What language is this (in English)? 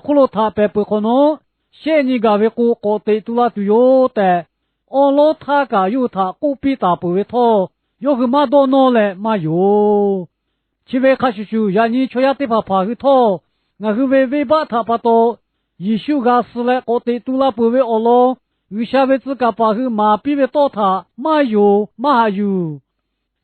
Lahu